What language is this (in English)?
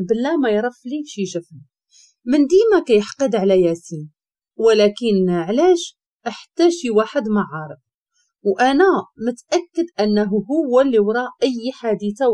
Moroccan Arabic